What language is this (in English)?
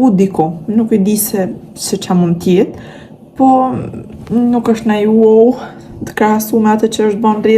Albanian